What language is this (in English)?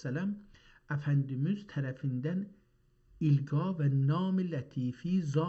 South Azerbaijani